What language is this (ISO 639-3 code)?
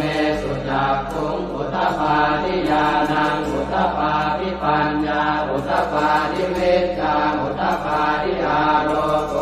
pli